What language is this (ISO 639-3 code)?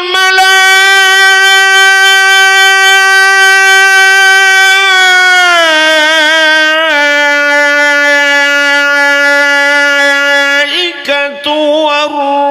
ace